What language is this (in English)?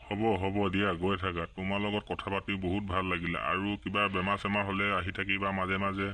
Assamese